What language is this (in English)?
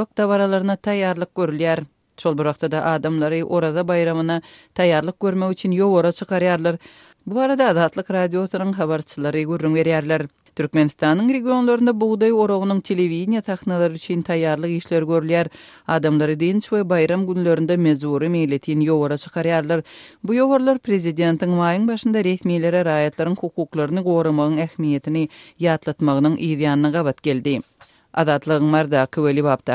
Turkmen